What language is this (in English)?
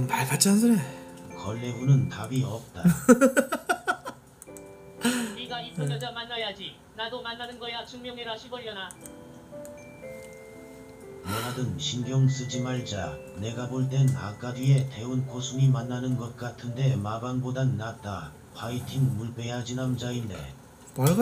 Korean